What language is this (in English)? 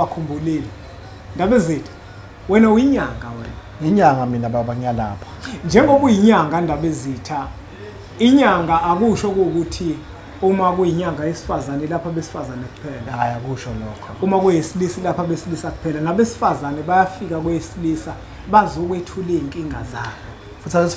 Zulu